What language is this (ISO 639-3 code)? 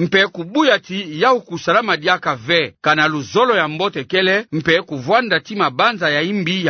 ktu